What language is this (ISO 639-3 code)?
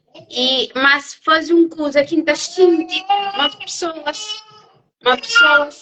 kea